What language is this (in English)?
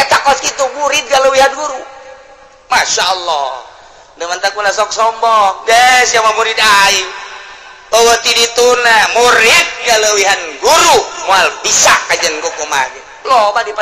Sundanese